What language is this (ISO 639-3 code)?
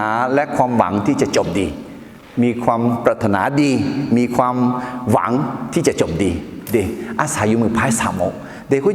ahk